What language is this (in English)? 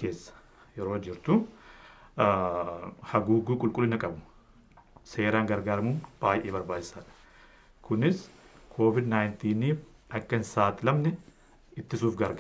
Oromo